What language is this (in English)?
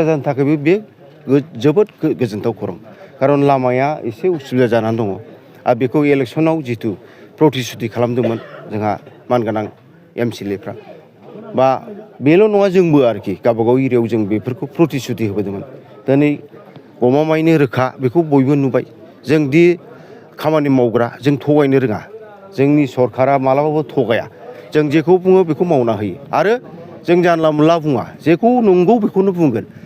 Bodo